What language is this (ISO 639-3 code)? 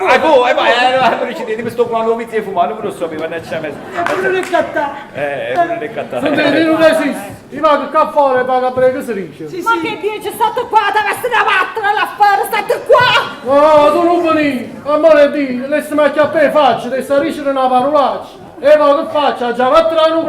nap